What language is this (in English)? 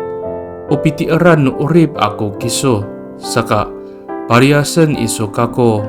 Amis